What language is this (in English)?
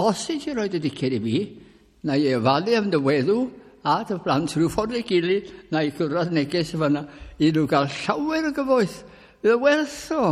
Welsh